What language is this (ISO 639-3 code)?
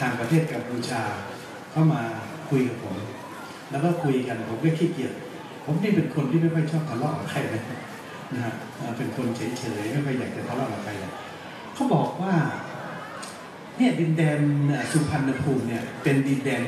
tha